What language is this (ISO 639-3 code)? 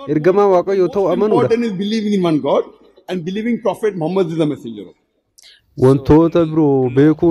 orm